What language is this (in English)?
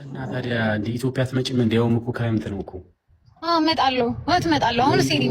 Amharic